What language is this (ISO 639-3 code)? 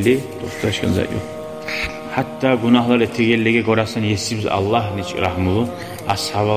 kum